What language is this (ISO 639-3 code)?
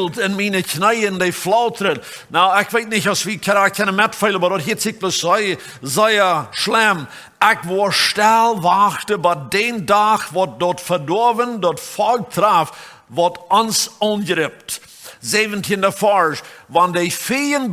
pdt